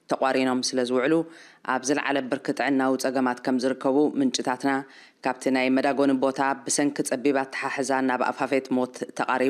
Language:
Tigrinya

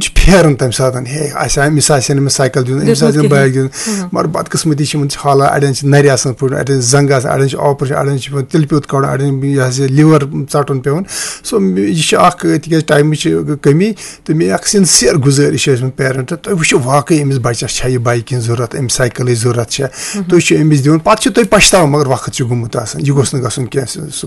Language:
Kashmiri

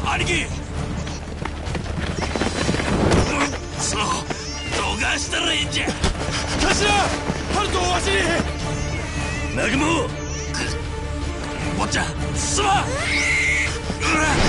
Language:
Japanese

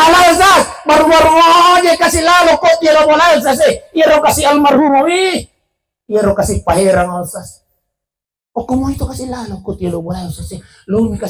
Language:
Buginese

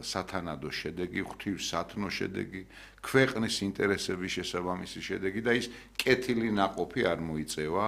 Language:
Georgian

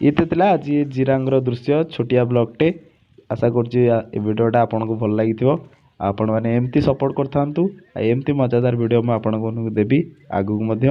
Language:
Odia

